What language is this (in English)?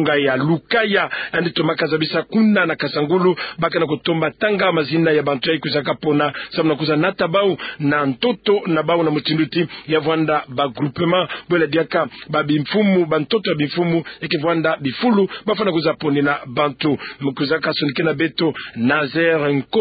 Kituba (Democratic Republic of Congo)